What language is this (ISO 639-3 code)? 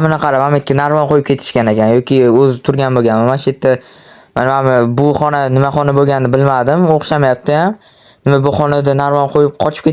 uzb